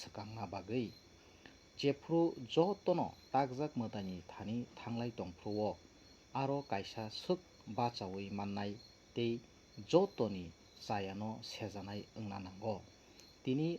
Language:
Kok Borok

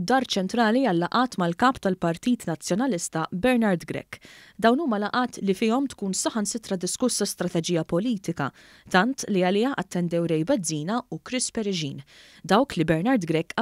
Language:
Maltese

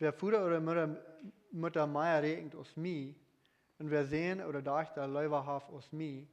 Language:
Plautdietsch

